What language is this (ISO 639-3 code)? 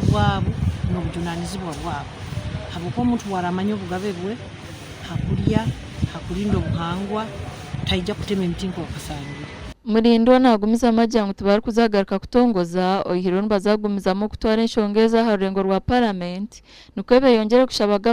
nyn